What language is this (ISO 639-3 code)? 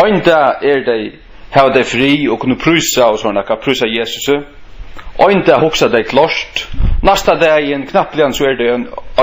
fao